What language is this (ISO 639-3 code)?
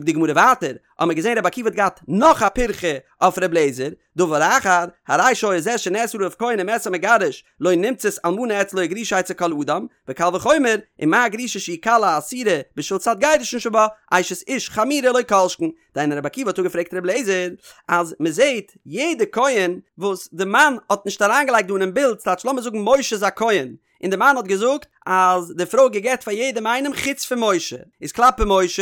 yid